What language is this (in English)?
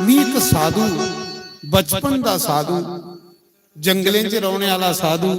Dogri